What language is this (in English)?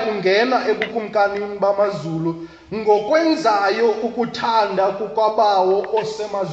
Xhosa